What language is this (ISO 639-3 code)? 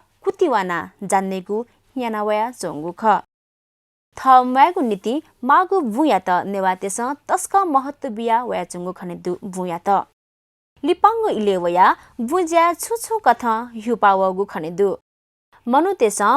new